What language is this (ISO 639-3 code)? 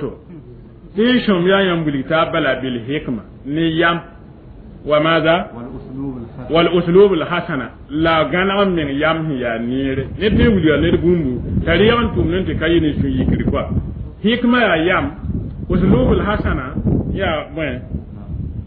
mos